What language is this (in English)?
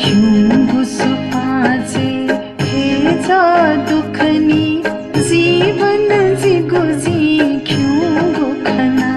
Newari